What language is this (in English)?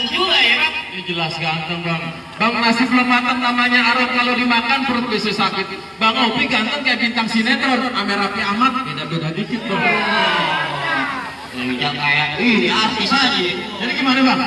Betawi